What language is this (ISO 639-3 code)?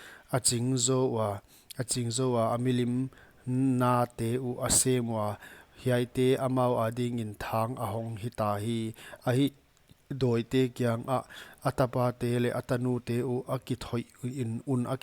pck